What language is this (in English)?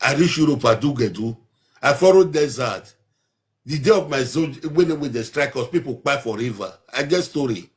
Nigerian Pidgin